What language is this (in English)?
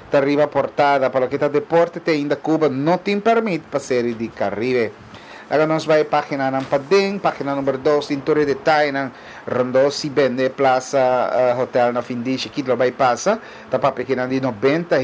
Papiamento